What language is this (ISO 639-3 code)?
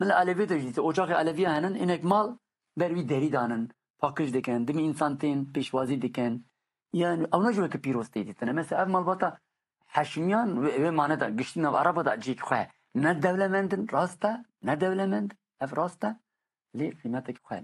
kur